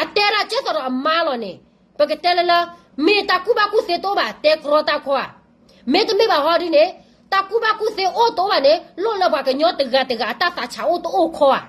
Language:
S'gaw Karen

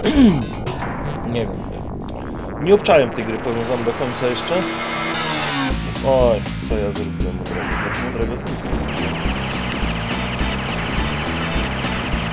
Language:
Polish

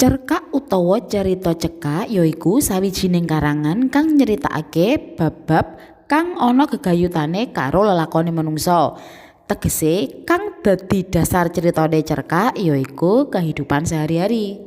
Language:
Javanese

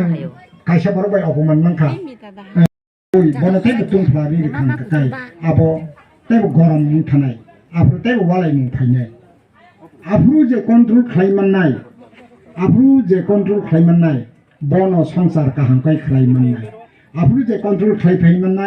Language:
Kok Borok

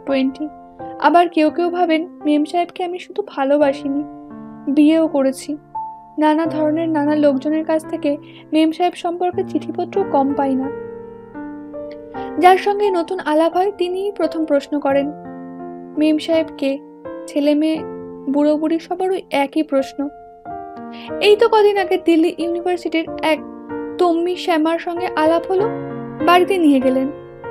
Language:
Bangla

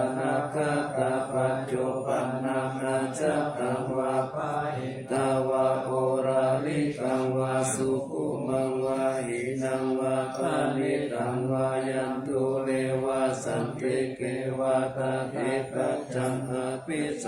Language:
Pali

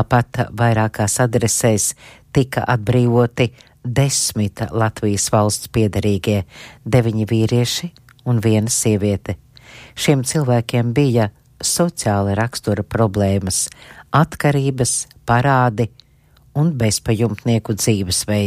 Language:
Latvian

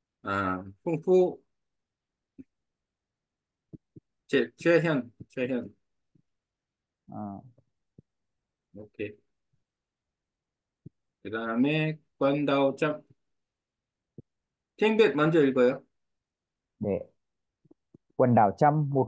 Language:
Korean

